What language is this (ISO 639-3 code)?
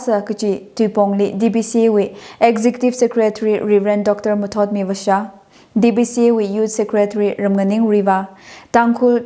nmf